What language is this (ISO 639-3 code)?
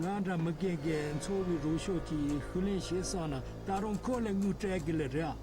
bod